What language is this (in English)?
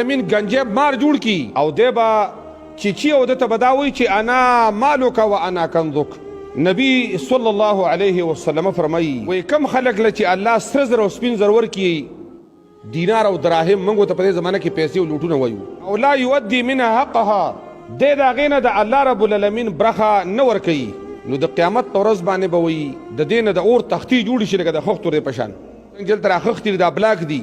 Pashto